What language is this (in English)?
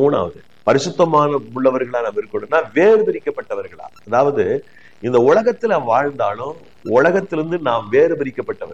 Tamil